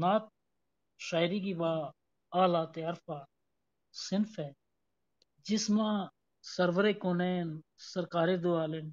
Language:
Gujari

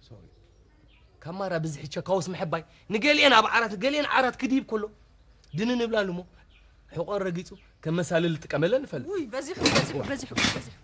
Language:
Tigrinya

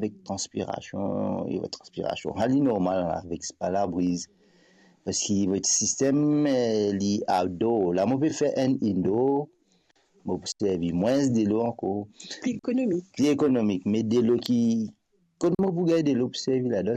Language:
Morisyen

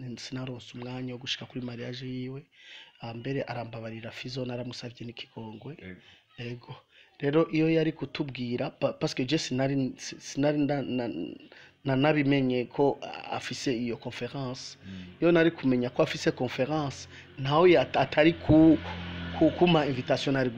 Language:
Rundi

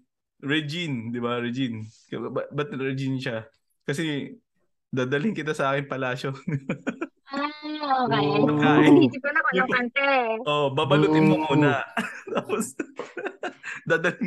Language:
Filipino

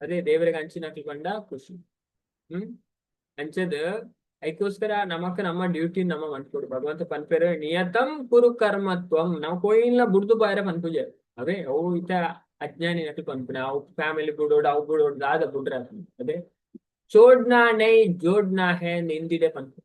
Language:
Tulu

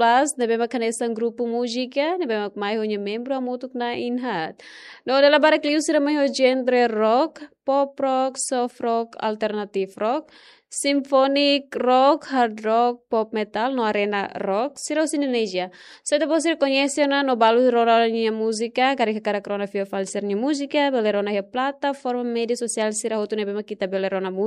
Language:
Tetum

